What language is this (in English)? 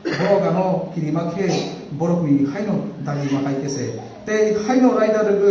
Kok Borok